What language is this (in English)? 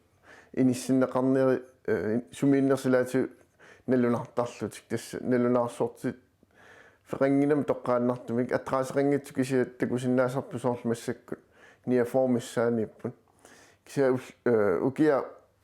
Kalaallisut